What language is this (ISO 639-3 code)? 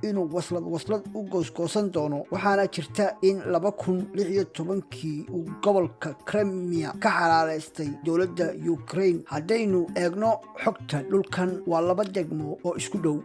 som